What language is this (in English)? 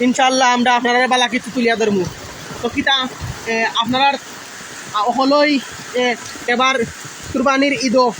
Sylheti